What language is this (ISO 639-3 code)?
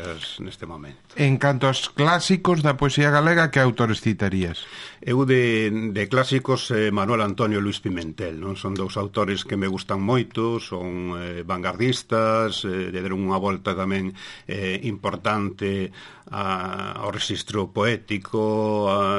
glg